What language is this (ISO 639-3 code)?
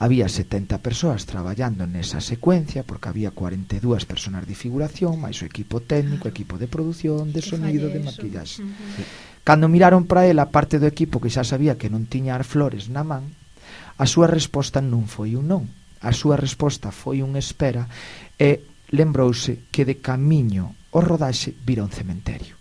glg